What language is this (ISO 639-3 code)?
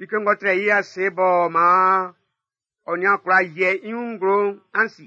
bci